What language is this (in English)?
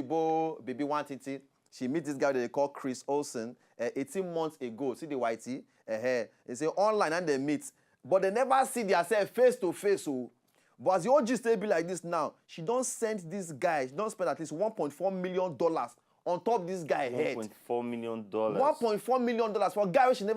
Nigerian Pidgin